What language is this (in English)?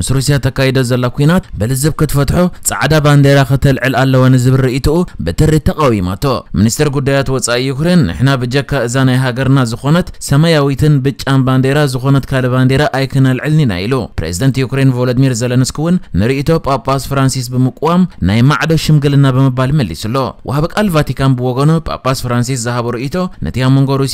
Tigrinya